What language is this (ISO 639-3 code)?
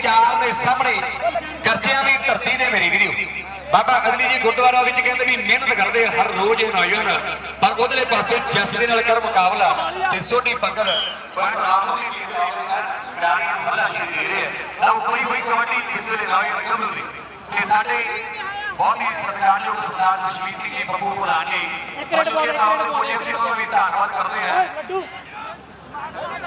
pan